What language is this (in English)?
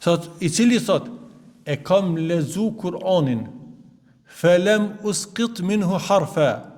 Albanian